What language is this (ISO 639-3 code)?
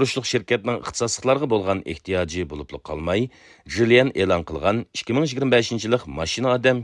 uig